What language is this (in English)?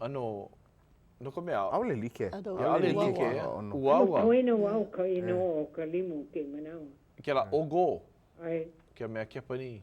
Hawaiian